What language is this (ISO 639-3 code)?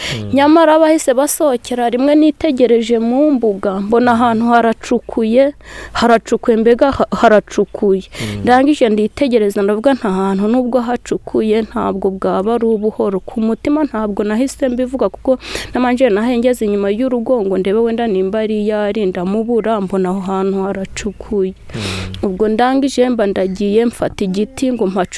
kin